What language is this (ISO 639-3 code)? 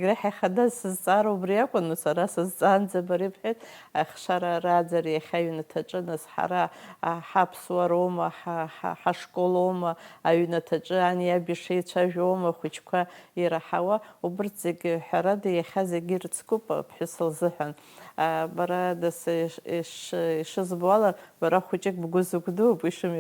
abk